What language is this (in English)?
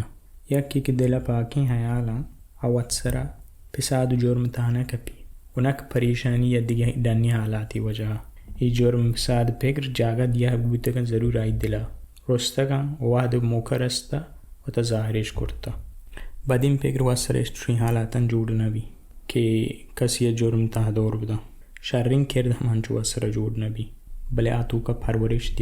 Baluchi